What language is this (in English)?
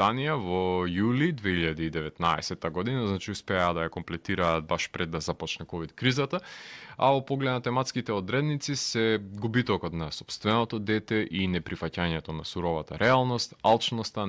Macedonian